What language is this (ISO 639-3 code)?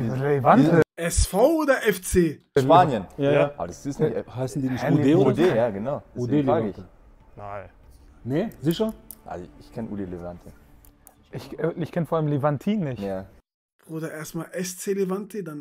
deu